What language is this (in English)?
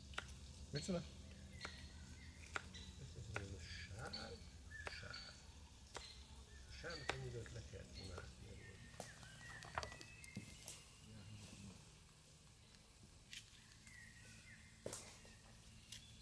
Hungarian